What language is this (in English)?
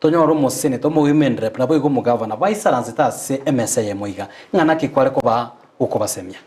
Gusii